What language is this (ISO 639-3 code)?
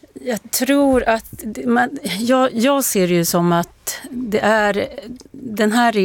swe